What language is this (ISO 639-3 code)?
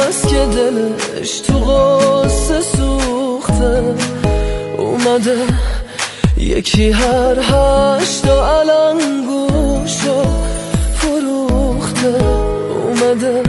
fas